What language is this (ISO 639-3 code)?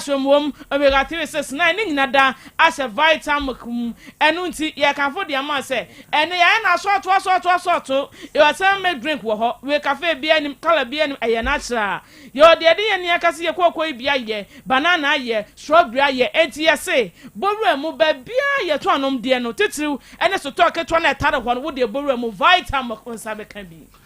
aka